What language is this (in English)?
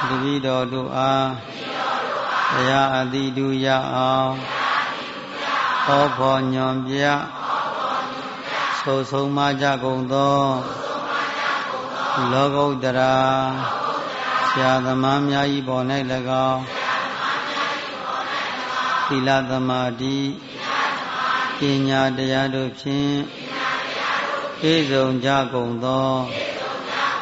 Burmese